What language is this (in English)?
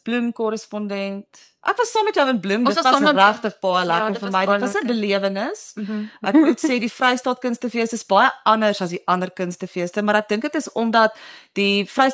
Afrikaans